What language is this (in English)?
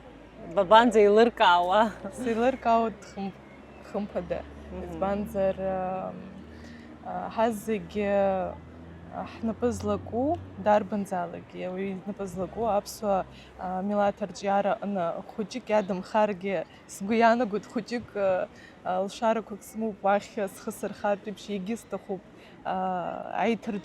Abkhazian